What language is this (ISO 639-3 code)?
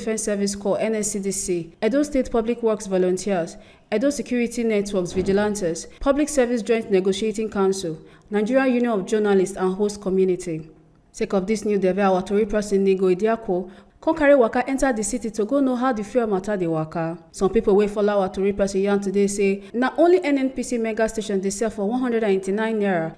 pcm